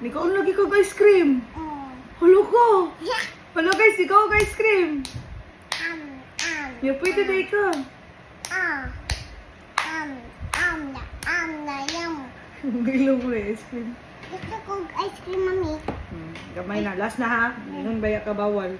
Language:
Cebuano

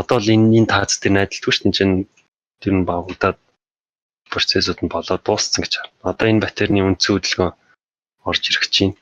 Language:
Mongolian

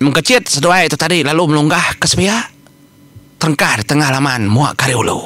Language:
Iban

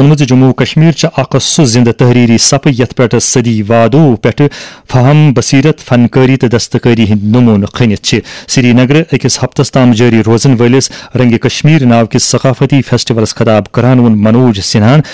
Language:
Kashmiri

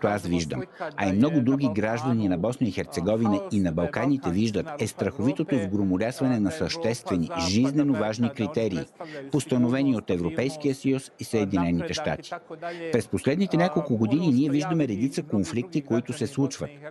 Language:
Bulgarian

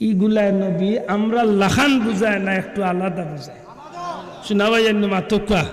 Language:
Sylheti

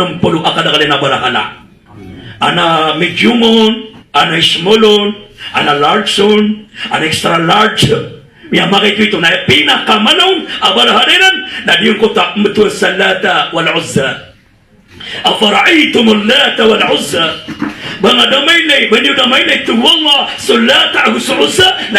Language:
Maranao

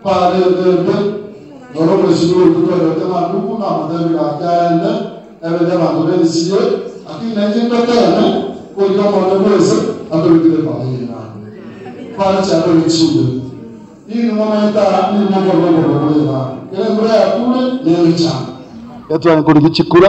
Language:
Gusii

